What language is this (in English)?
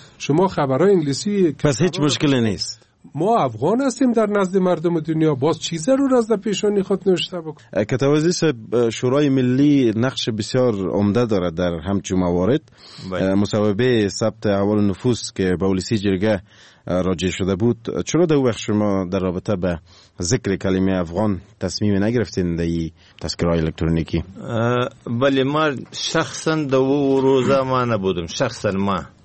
Persian